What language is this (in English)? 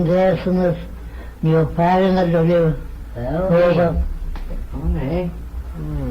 Manx